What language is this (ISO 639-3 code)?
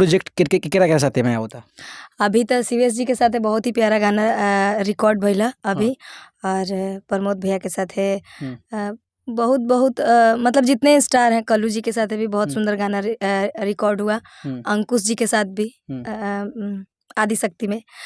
bho